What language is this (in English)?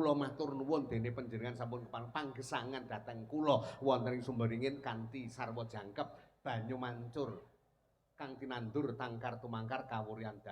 Javanese